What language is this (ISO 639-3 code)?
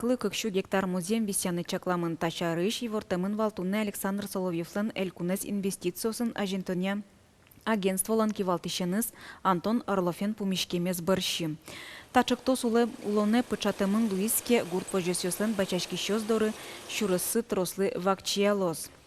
udm